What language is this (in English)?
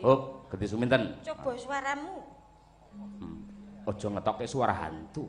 Javanese